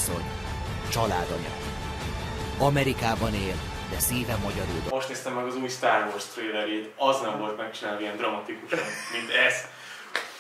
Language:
Hungarian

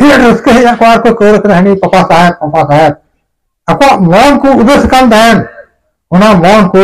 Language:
Santali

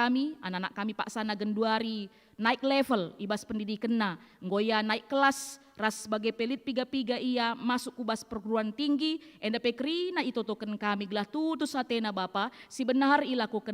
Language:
Batak Karo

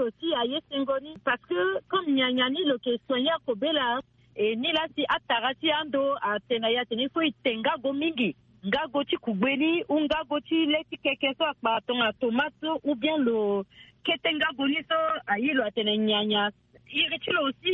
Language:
Sango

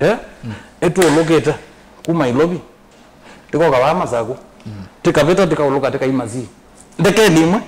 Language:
Kamba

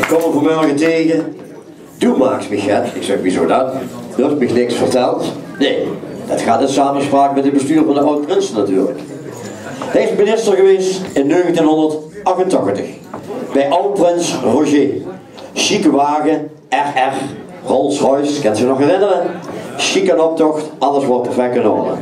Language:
Limburgish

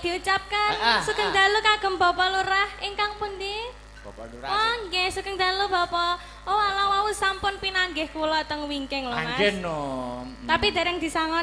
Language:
Javanese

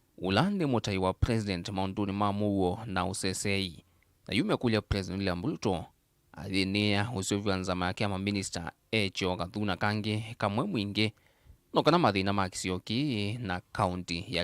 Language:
Kamba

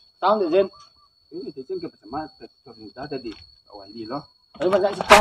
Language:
Minangkabau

